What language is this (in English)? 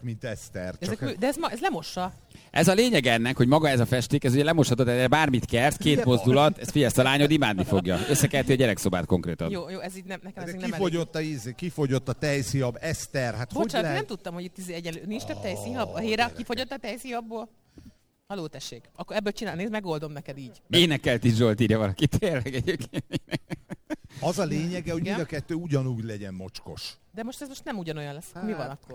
Hungarian